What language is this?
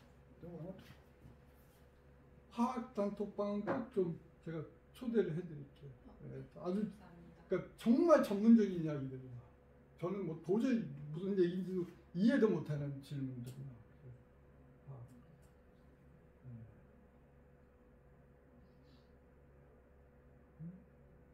Korean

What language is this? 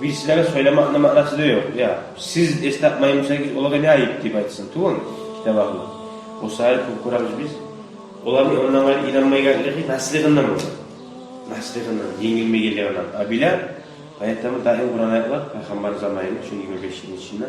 Kumyk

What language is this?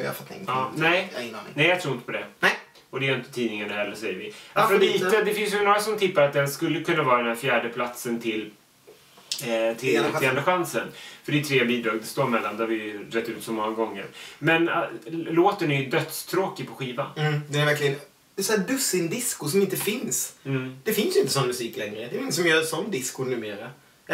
Swedish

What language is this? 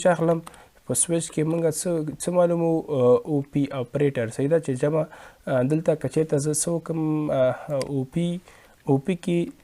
Pashto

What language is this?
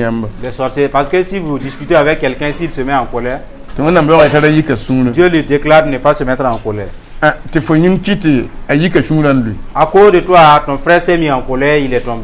Mossi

